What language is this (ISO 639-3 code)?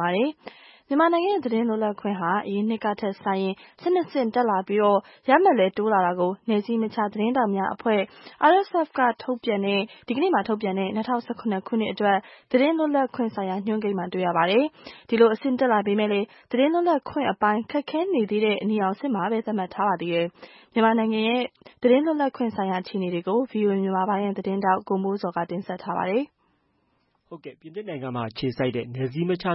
mya